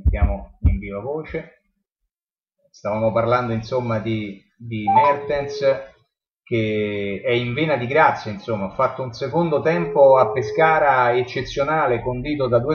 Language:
Italian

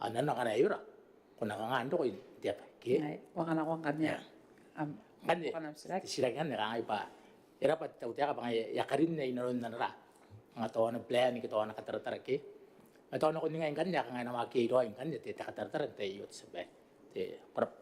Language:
Gilbertese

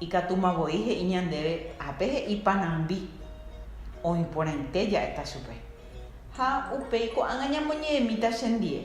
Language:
Guarani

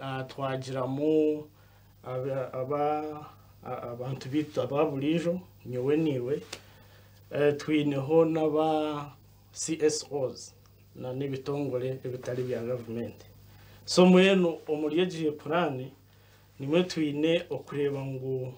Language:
Nyankole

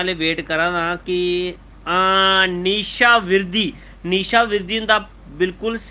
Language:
Dogri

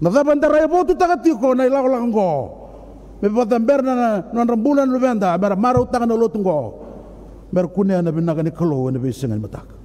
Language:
Fijian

